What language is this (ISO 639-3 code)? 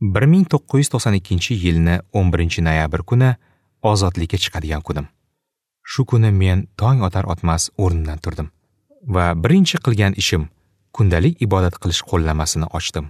uzb